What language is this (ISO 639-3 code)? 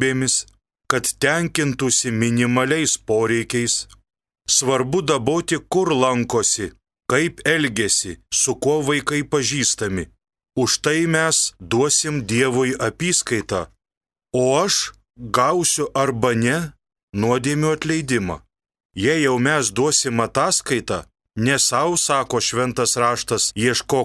lit